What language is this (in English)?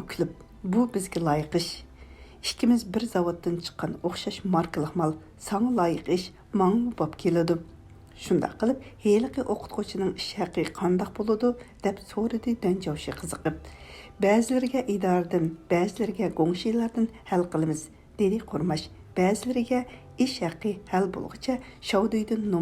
Uyghur